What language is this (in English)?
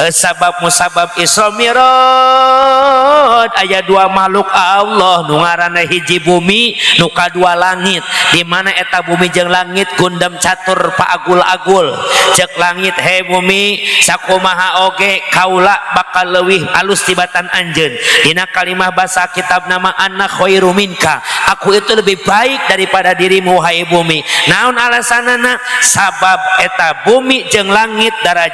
Sundanese